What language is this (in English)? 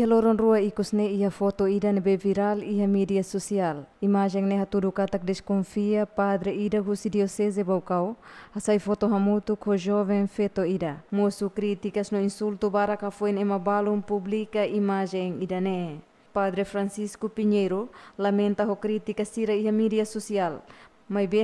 Tetum